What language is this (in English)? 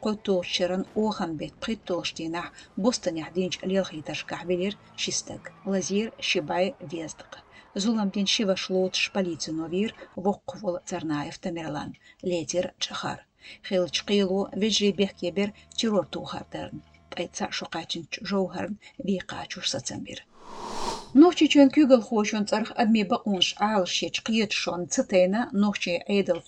Chechen